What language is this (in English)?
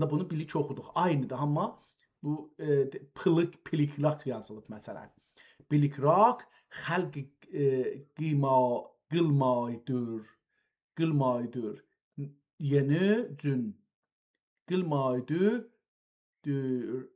South Azerbaijani